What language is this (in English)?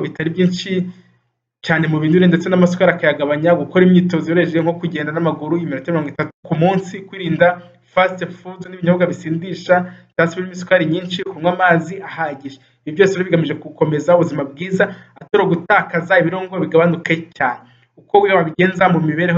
Kinyarwanda